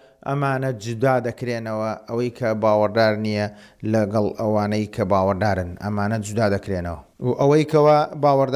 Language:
Central Kurdish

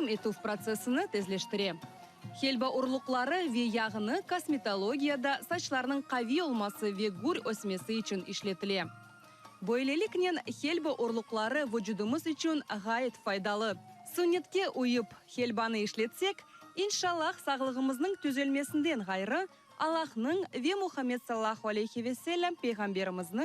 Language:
Crimean Tatar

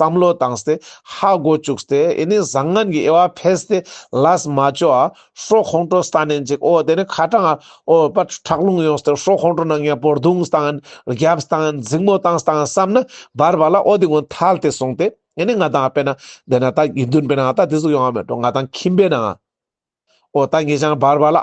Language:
Ladakhi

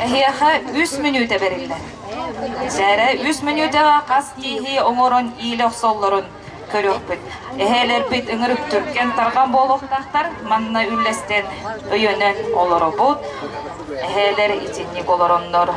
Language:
Yakut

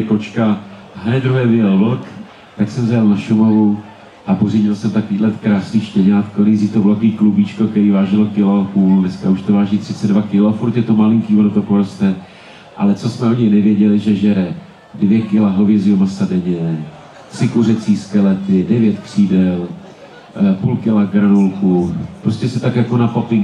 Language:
Czech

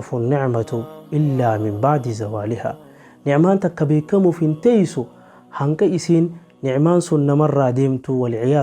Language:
Oromo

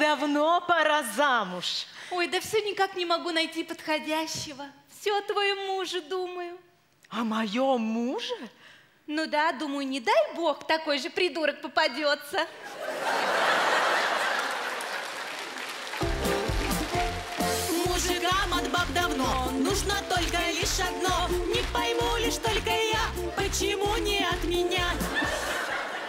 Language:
Russian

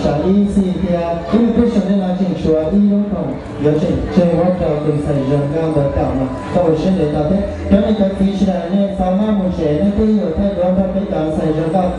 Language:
Hmong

